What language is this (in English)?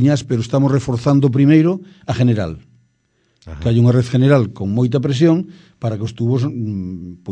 Galician